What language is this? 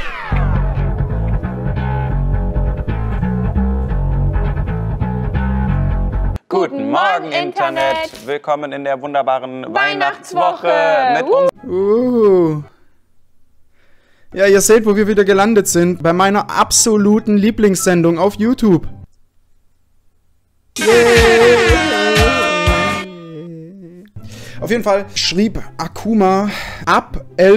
German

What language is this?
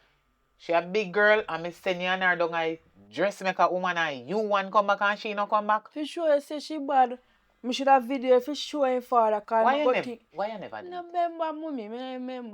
Jamaican Creole English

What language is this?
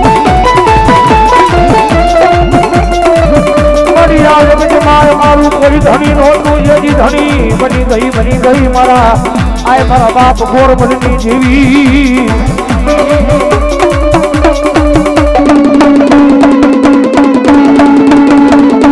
Gujarati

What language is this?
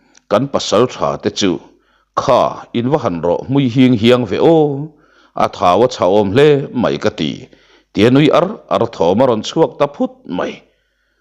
Mizo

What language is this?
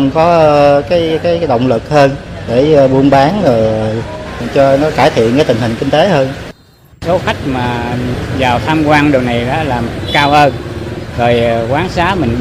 Vietnamese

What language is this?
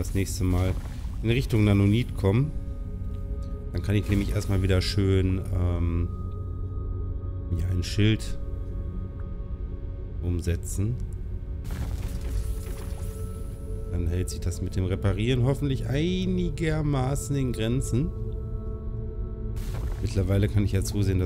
German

